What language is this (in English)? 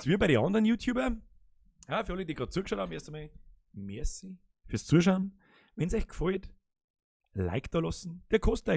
Bavarian